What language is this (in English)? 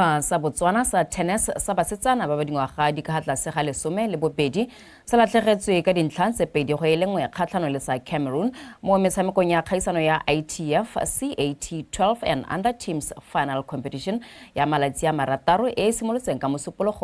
Tswana